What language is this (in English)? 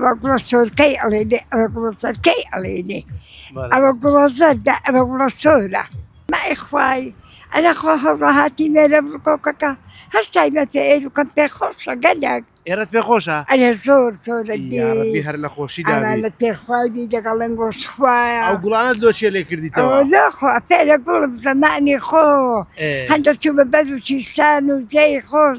Central Kurdish